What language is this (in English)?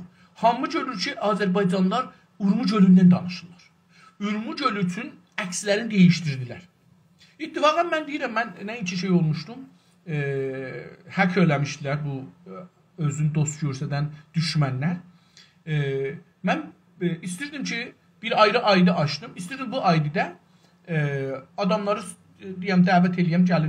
South Azerbaijani